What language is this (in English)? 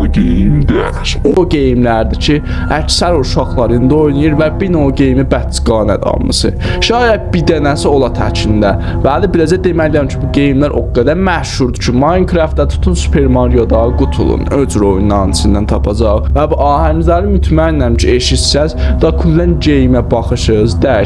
South Azerbaijani